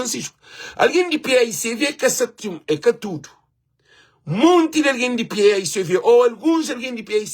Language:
Kabuverdianu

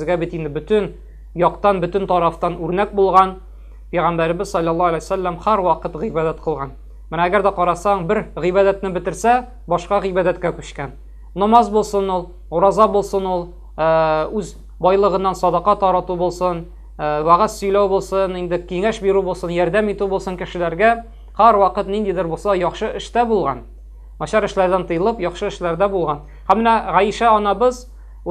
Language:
Tatar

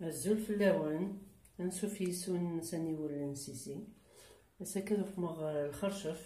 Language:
Kabyle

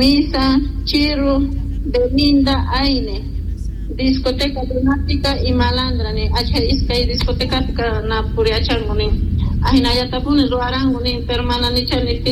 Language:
South Bolivian Quechua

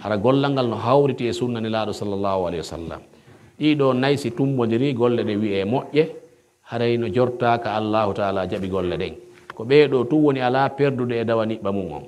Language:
Pular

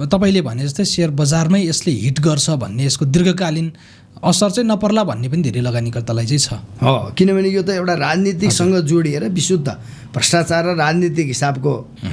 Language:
Nepali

